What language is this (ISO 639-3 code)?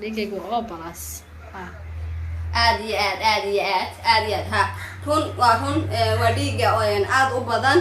som